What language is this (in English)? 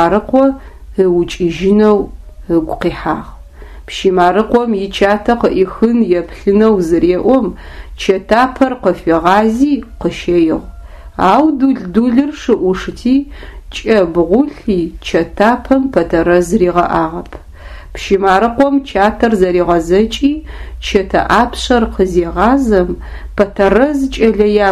Adyghe